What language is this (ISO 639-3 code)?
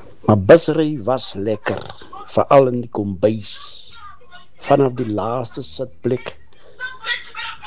afr